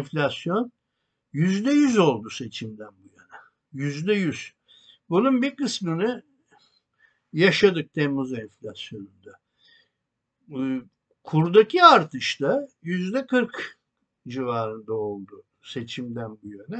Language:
Turkish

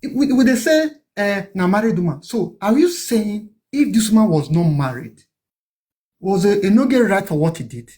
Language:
Nigerian Pidgin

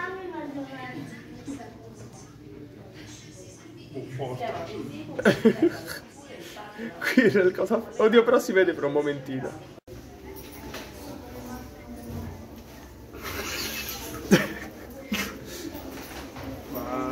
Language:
Italian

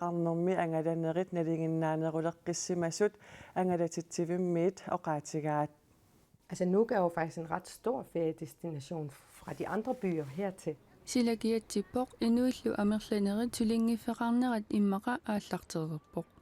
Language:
Kalaallisut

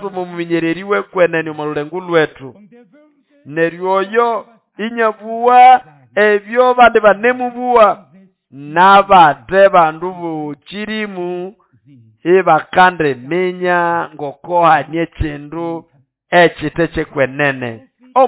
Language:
Nande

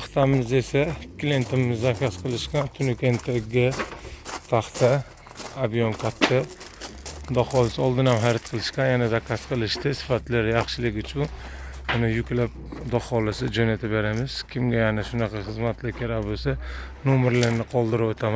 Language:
Uzbek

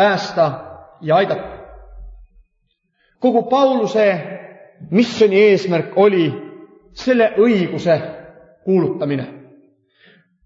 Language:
Estonian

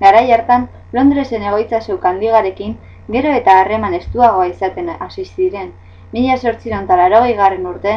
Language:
Basque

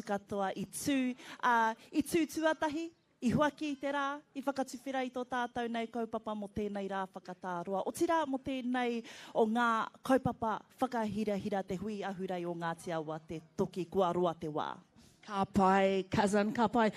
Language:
Māori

